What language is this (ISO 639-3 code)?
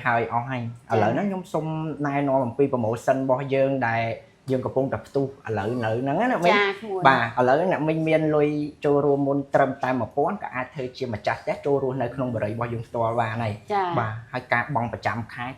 khm